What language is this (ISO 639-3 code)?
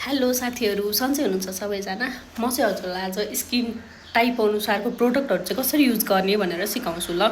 nep